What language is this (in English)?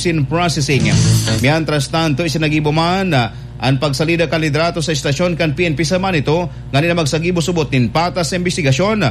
Bikol